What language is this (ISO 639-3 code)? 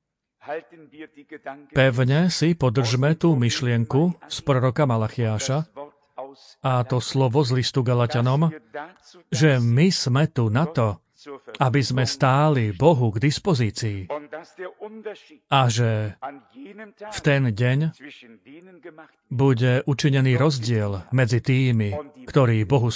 slk